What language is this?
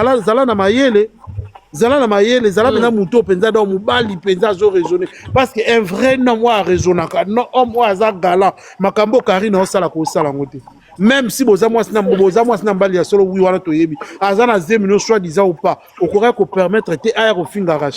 Lingala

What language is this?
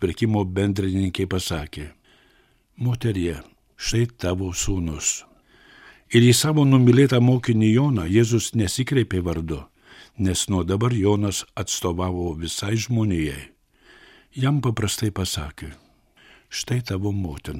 Lithuanian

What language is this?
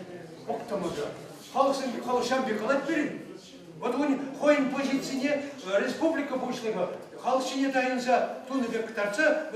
Chuvash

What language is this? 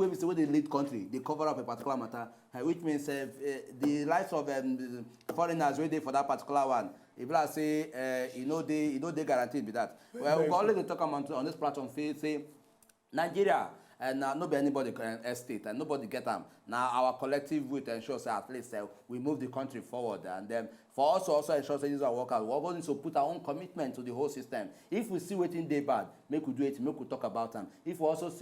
Nigerian Pidgin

